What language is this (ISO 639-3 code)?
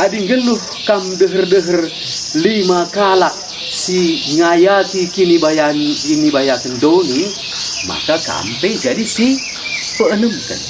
btx